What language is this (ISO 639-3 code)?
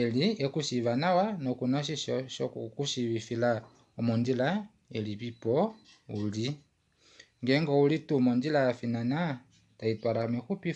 kua